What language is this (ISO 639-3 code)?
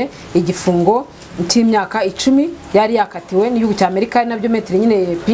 kin